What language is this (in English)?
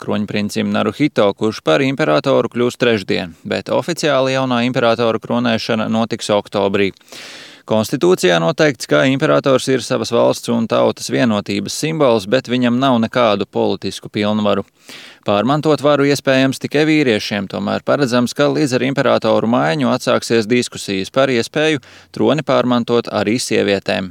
Latvian